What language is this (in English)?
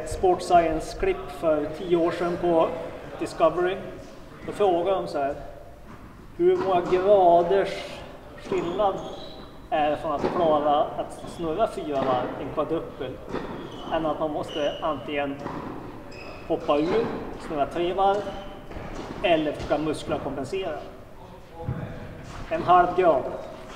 Swedish